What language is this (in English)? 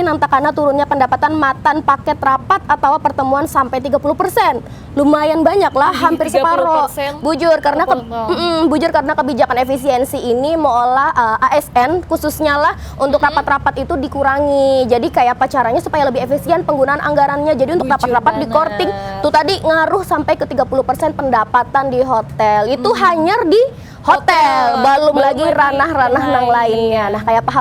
Banjar